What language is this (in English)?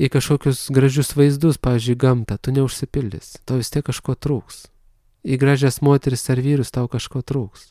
Lithuanian